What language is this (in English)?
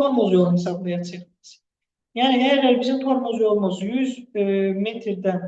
Azerbaijani